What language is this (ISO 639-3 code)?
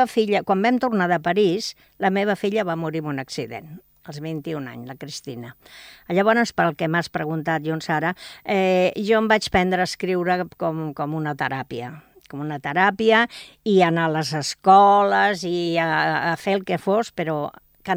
cat